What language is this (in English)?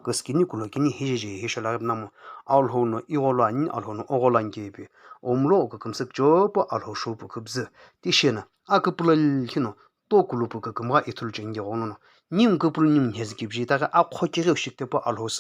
Sumi Naga